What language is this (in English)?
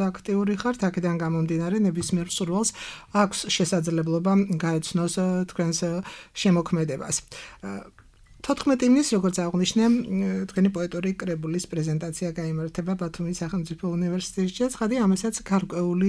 Georgian